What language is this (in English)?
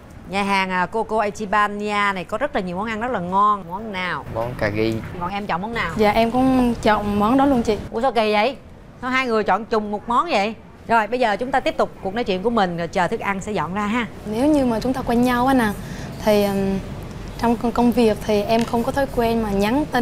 Vietnamese